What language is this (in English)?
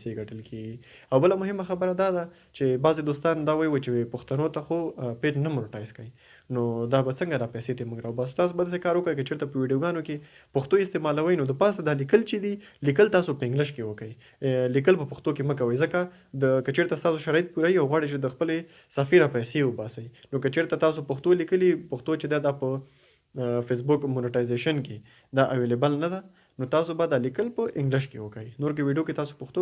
Pashto